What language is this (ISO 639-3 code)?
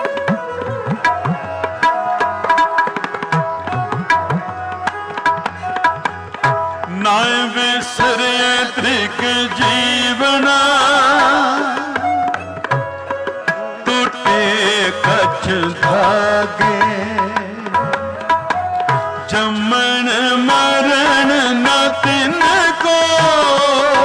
hin